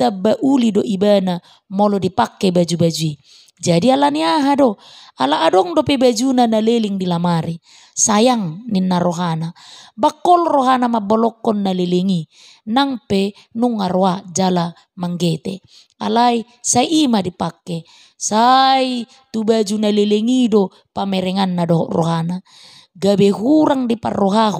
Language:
Batak Toba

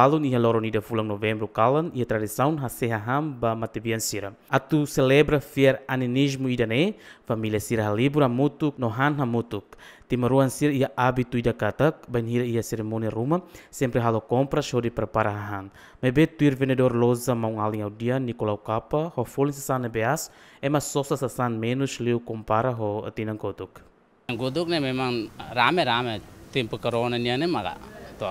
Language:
Tetum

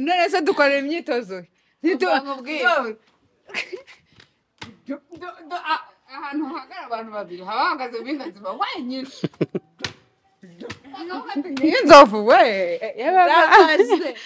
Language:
Kinyarwanda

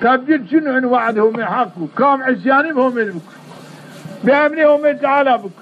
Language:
Zaza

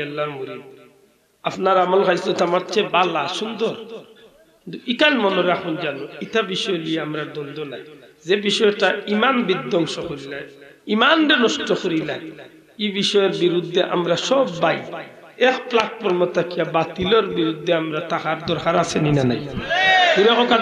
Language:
Sylheti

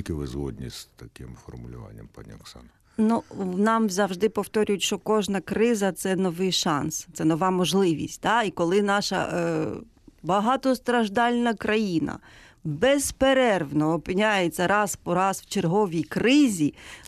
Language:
Ukrainian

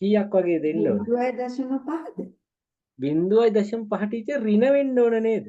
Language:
Sinhala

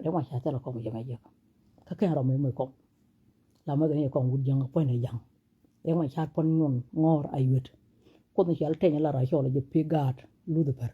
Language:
Nuer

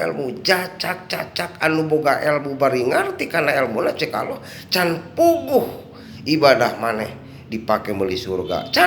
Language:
Sundanese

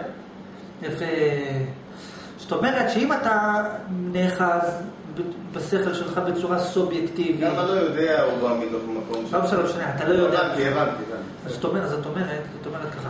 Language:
Hebrew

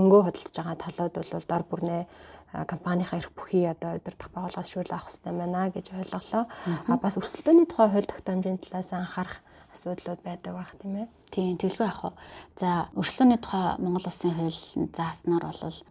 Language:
Mongolian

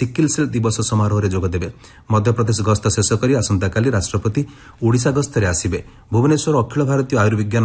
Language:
Odia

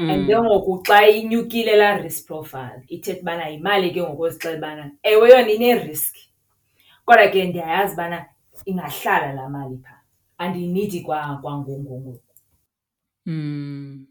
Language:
Xhosa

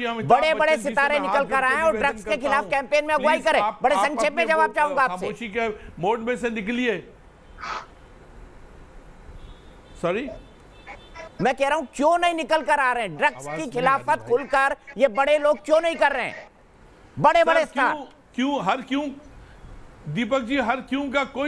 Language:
Hindi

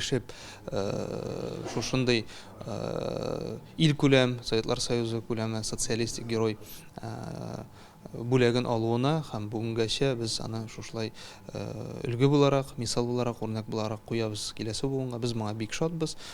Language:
Tatar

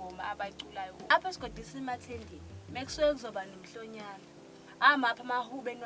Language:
Zulu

